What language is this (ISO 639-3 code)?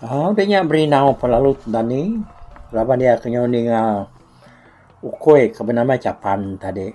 iba